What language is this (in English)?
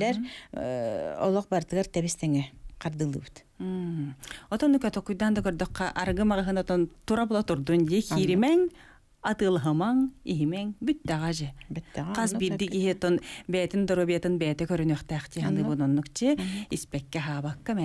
Yakut